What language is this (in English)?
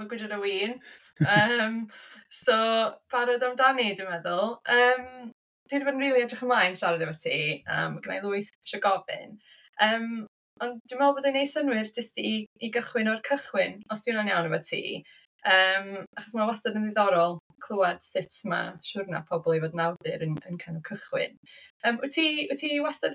Welsh